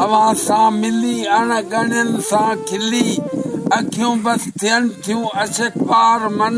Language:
Sindhi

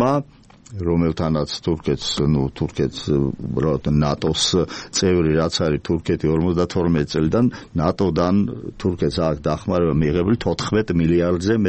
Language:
Georgian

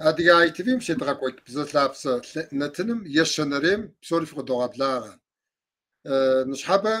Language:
Kabardian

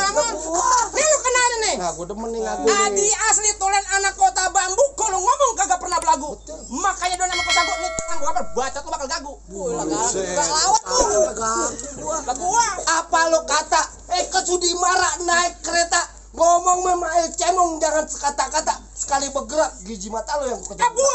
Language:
Betawi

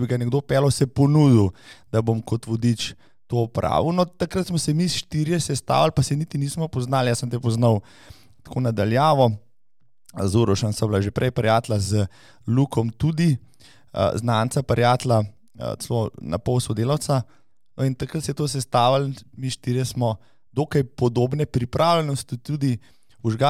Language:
Slovenian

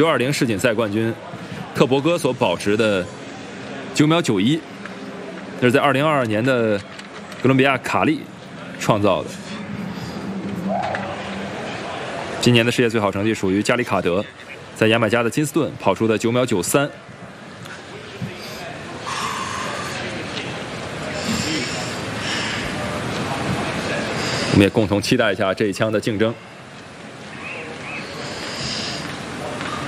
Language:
Chinese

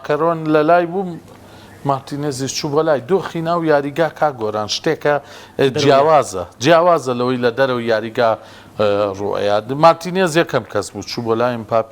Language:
Central Kurdish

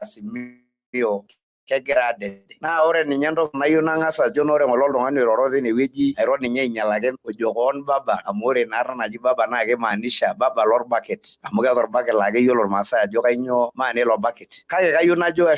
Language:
Masai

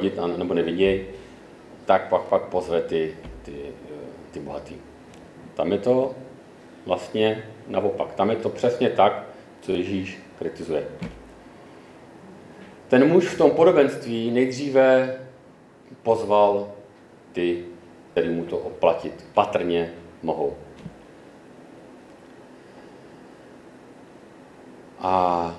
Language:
Czech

